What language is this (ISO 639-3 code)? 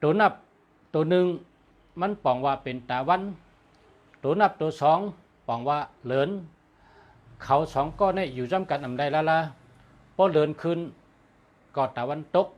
shn